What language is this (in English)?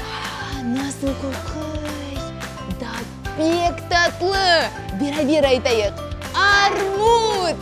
Crimean Tatar